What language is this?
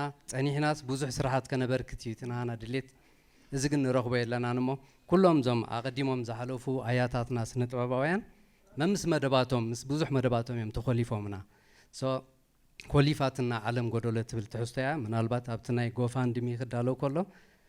Tigrinya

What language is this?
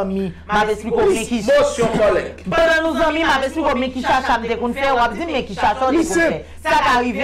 Haitian Creole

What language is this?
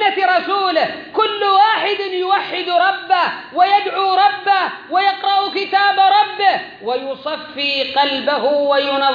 Arabic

